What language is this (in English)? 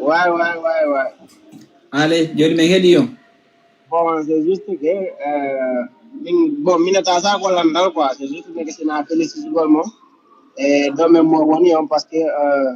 Fula